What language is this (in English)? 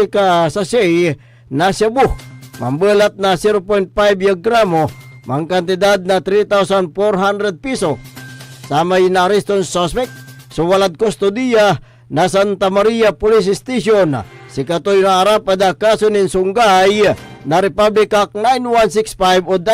Pangasinan